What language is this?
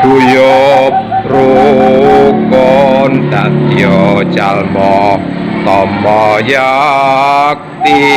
Javanese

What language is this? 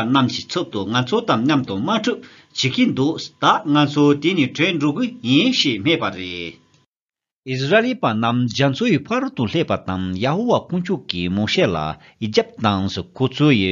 Tibetan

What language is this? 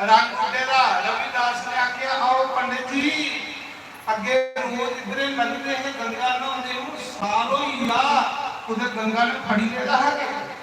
Dogri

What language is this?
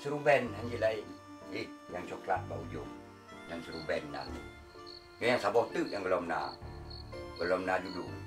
Achinese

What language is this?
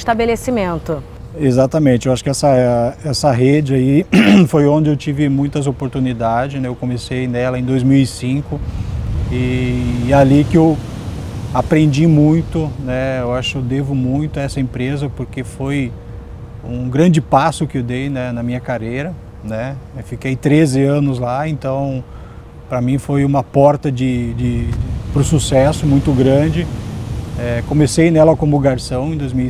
Portuguese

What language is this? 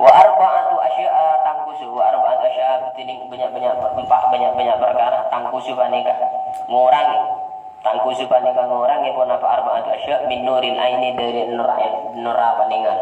Madurese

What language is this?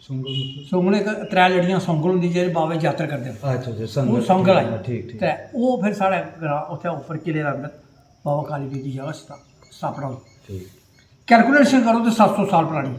Dogri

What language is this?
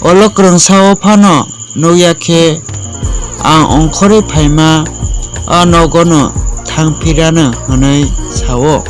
Kok Borok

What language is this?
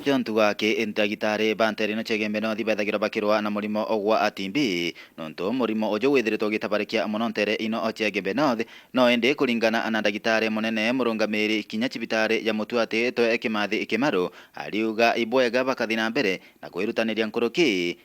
Meru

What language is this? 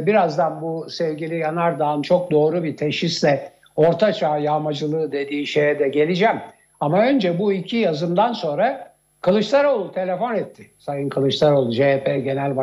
Turkish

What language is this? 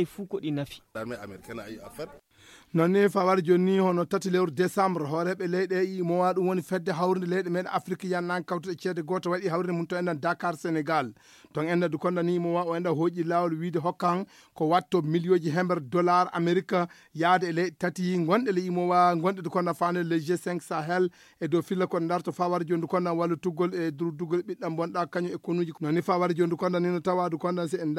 Fula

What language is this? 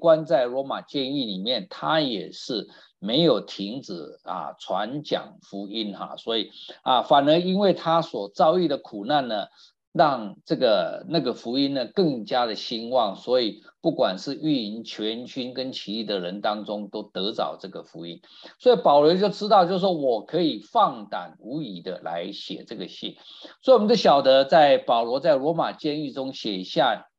Chinese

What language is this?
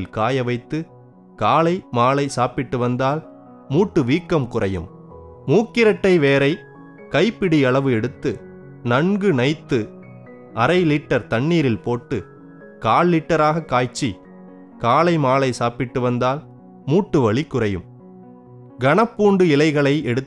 Tamil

